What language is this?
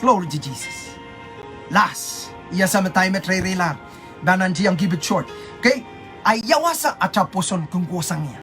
Pohnpeian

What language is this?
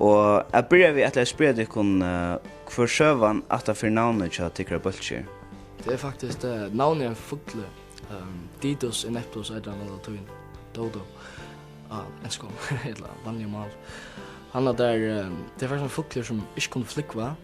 Faroese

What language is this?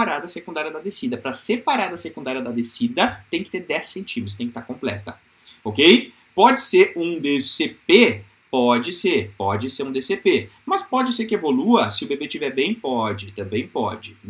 Portuguese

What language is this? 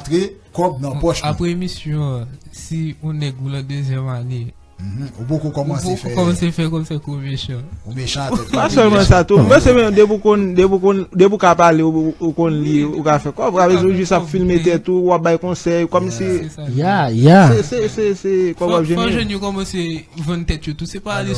Haitian Creole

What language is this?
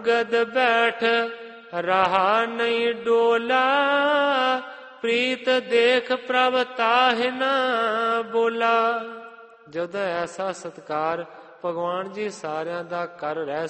Punjabi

